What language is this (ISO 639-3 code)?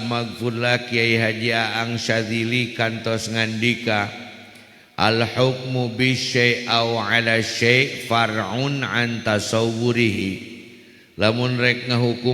sun